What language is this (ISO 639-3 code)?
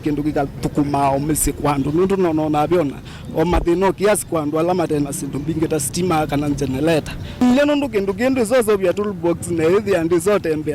kam